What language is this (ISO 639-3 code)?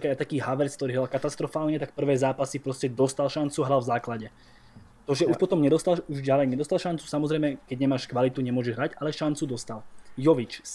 slk